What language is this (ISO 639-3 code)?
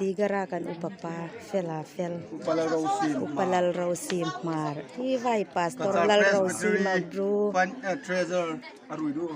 hmr